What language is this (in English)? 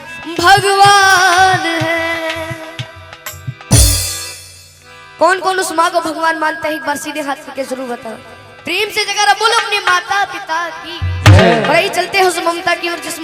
Hindi